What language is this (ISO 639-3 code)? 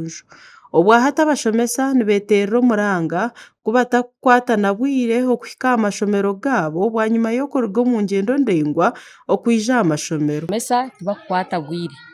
nyn